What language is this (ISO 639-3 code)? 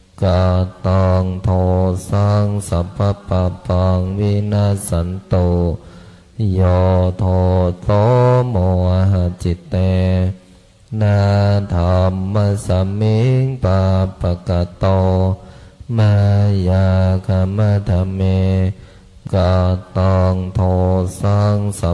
pli